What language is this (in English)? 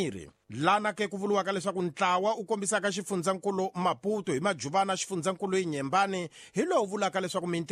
Tsonga